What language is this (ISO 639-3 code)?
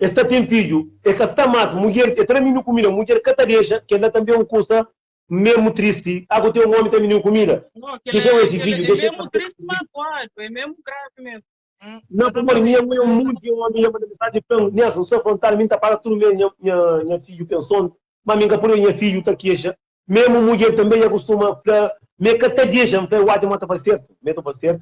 kea